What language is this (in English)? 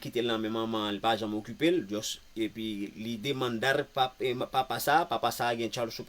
Haitian Creole